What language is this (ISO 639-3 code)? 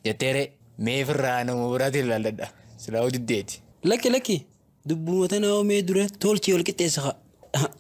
orm